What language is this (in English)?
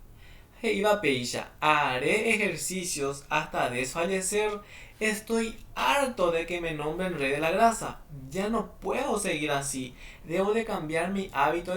Guarani